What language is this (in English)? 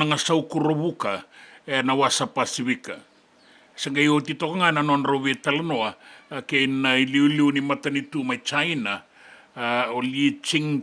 Fijian